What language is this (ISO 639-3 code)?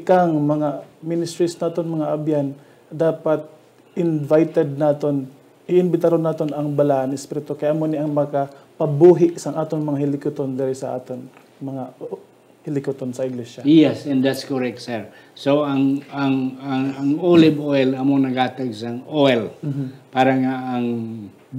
hil